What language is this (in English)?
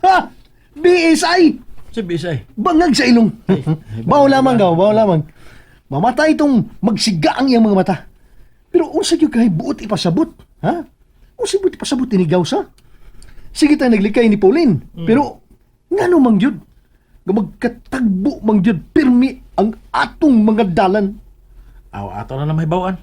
Cebuano